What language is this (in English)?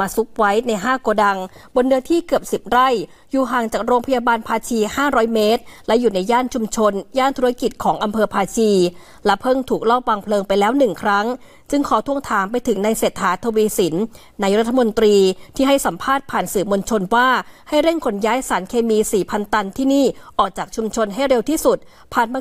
Thai